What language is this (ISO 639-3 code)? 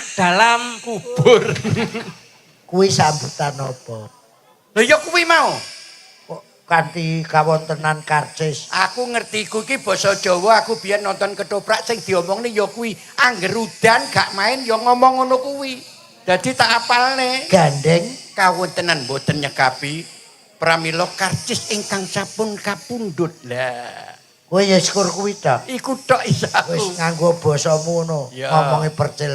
jav